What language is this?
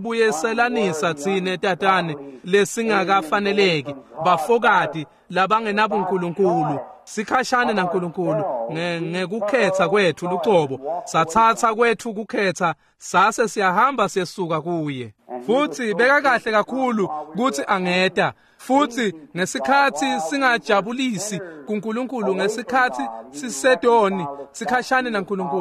Swati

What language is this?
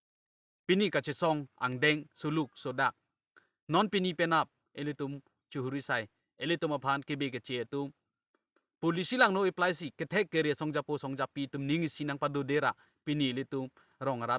Karbi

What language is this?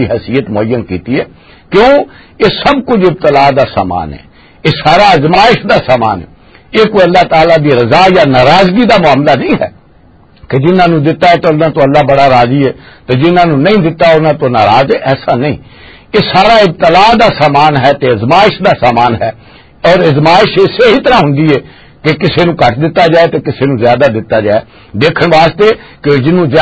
Western Panjabi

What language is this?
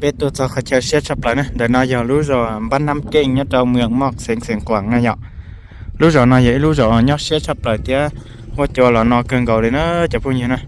Hmong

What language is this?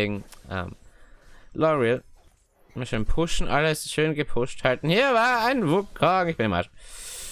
German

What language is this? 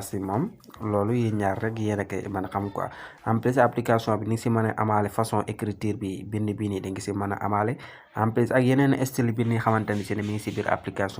Wolof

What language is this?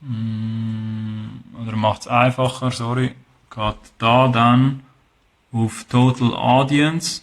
Swiss German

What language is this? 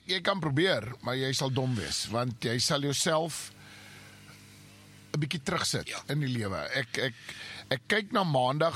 Afrikaans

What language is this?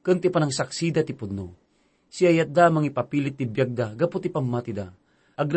Iloko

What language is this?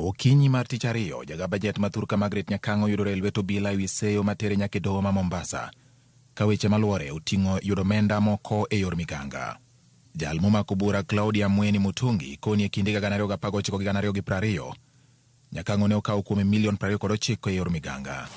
Luo (Kenya and Tanzania)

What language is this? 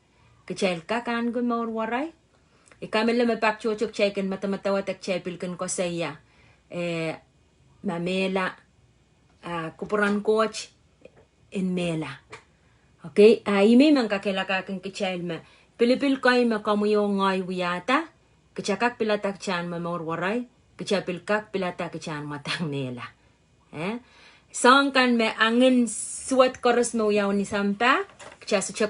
Pohnpeian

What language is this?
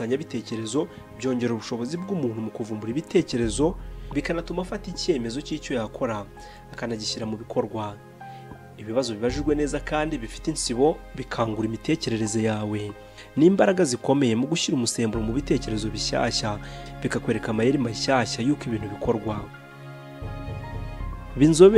Kinyarwanda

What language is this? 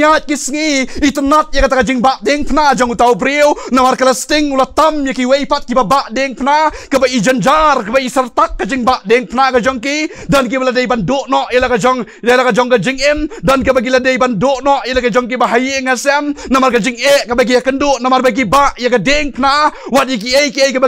Khasi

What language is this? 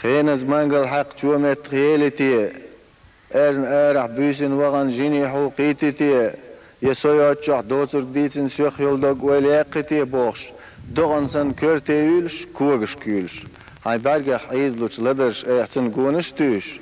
Chechen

